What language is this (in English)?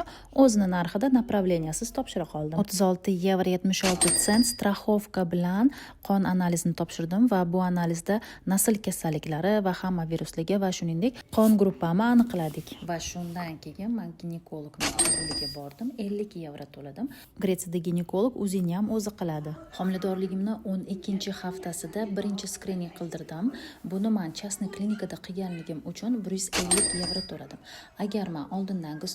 Uzbek